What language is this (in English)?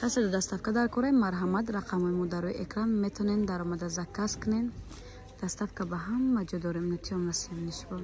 Tajik